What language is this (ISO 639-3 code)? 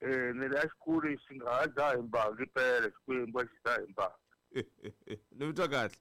tso